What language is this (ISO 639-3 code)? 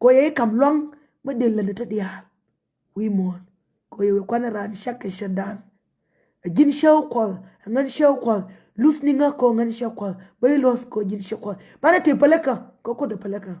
nus